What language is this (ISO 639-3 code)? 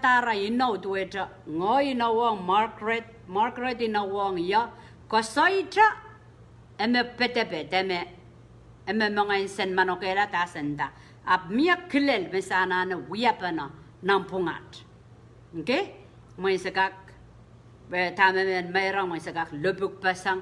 pon